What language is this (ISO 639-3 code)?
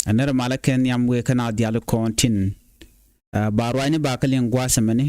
nus